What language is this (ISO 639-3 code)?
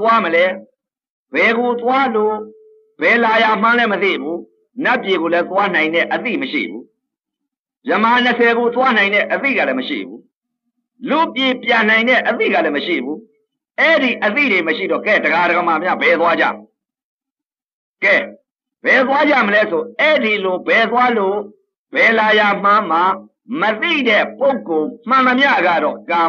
mya